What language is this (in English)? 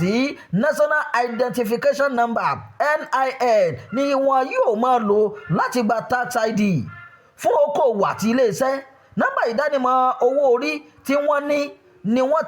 Yoruba